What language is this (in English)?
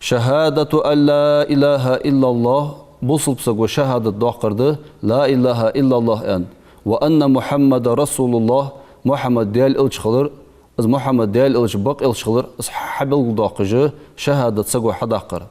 Ingush